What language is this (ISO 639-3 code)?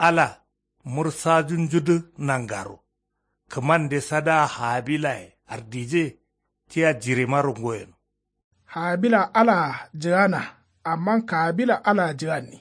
kau